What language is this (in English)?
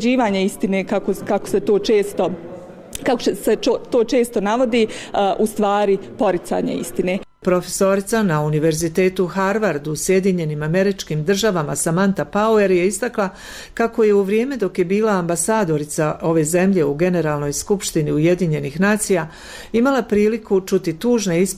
Bosnian